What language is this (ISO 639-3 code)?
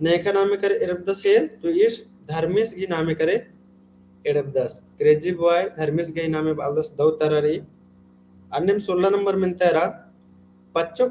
kru